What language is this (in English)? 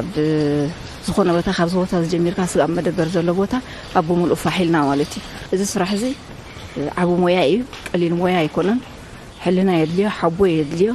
Tigrinya